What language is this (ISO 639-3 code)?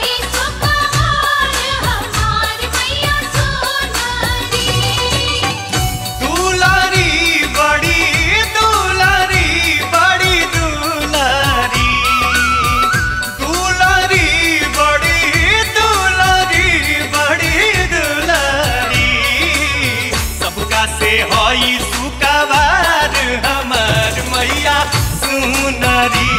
bho